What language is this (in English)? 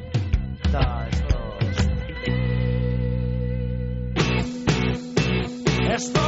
Basque